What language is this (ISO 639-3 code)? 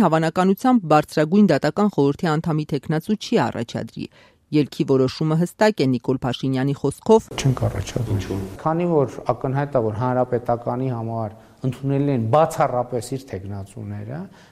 hye